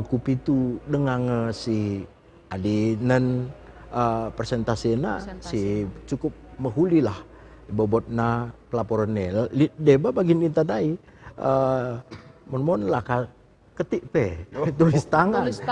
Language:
Batak Karo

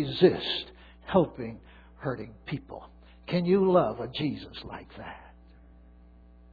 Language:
English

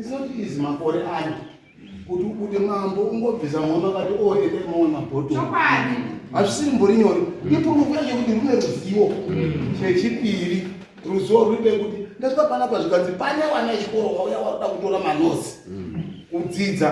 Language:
Shona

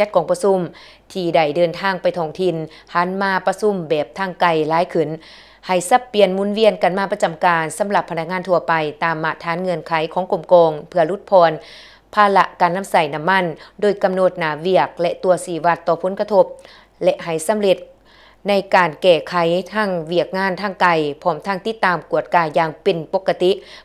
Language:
Lao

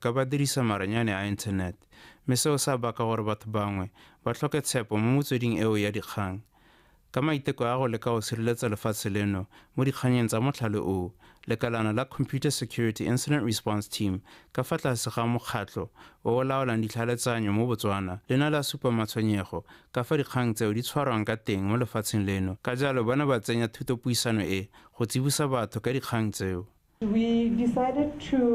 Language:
Tswana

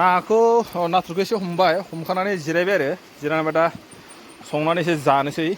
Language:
Bodo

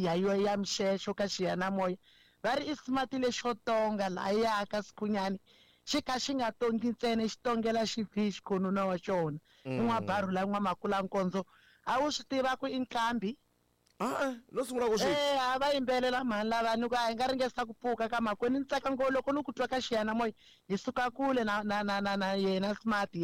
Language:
Tsonga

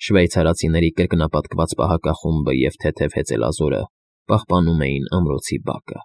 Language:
Armenian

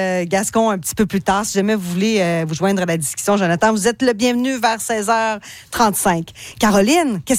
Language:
French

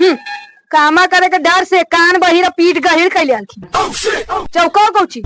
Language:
Magahi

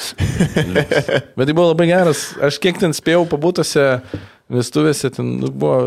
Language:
Lithuanian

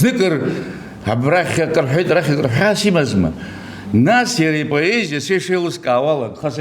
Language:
Abkhazian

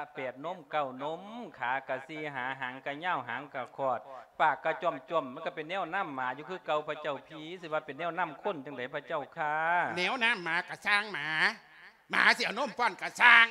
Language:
Lao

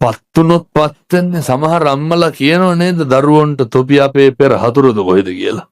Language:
Sinhala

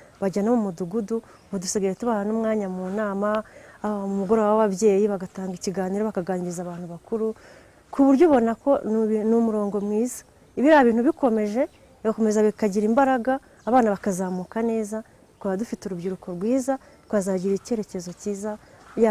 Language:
Kinyarwanda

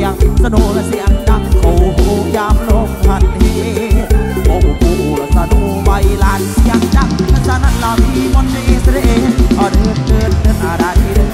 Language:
Thai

